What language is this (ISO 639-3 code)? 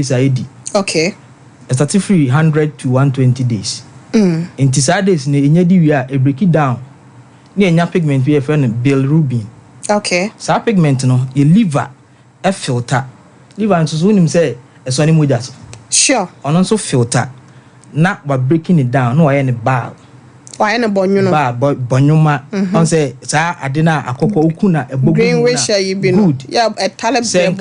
aka